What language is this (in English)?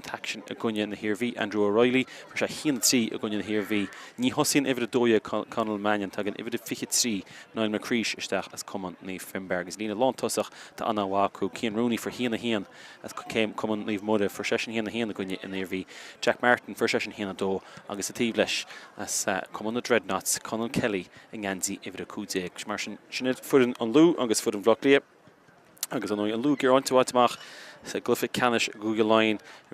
Irish